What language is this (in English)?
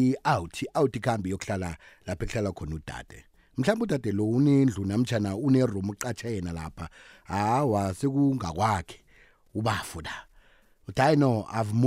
South Ndebele